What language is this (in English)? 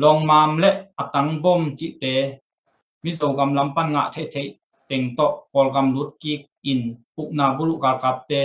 Tedim Chin